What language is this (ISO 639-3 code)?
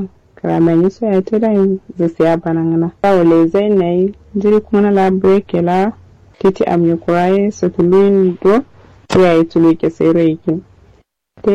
kau